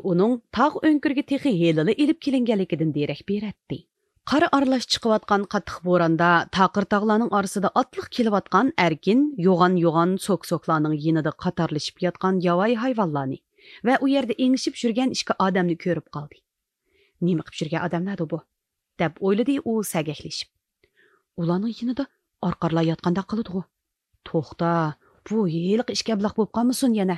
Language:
Uyghur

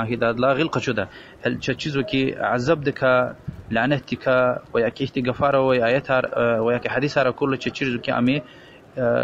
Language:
Lezghian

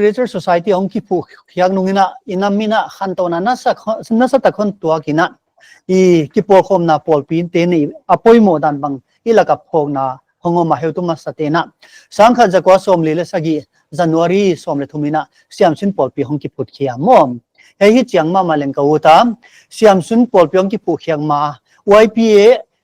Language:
Paite Chin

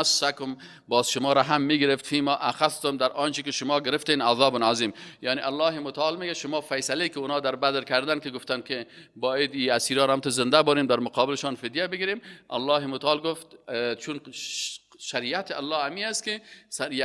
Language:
Persian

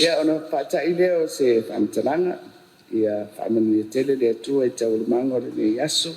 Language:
Samoan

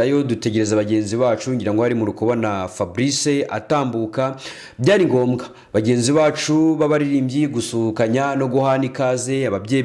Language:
Kinyarwanda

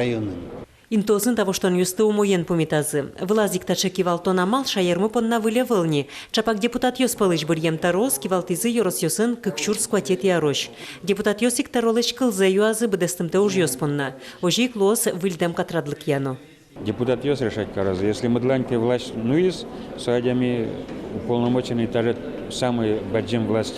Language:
Udmurt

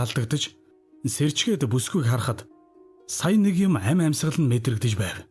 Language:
Mongolian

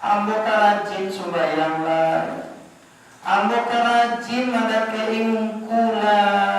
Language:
Minangkabau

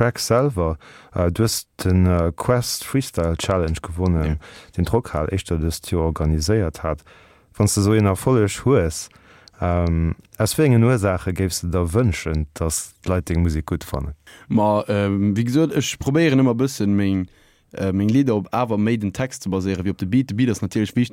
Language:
Luxembourgish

